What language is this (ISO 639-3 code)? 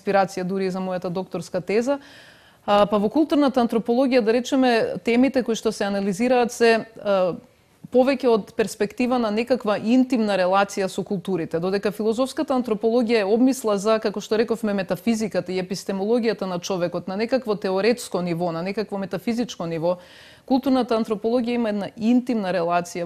mkd